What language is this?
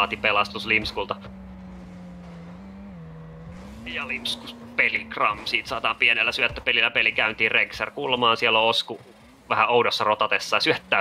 Finnish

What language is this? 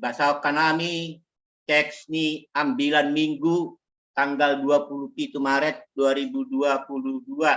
Batak Simalungun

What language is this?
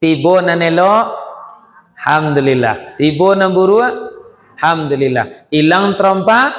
Minangkabau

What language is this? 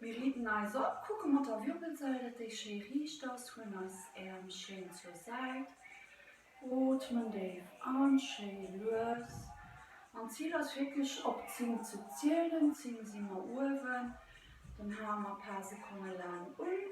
Luxembourgish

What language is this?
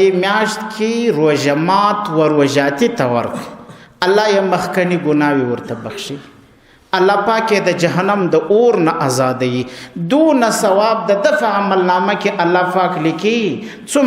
Pashto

